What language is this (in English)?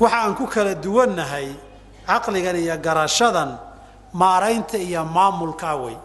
Somali